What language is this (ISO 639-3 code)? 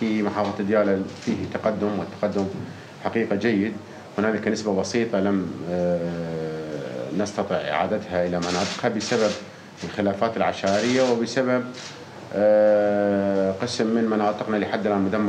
acm